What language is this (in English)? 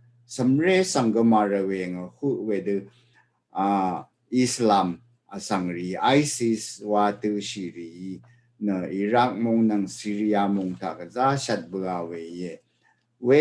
Rawang